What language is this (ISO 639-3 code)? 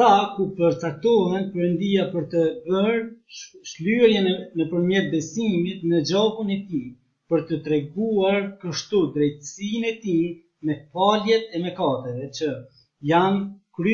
sqi